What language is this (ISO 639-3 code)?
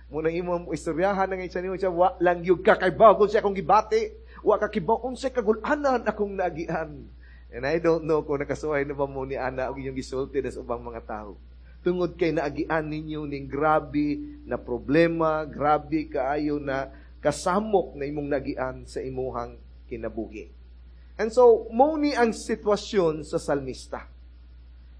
ceb